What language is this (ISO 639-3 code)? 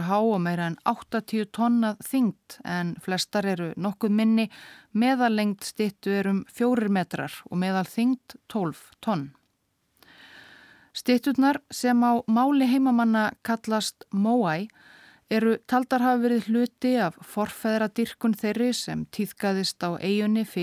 isl